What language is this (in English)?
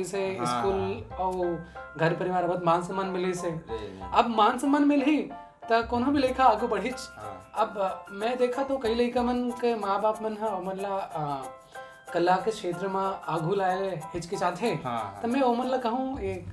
Chhattisgarhi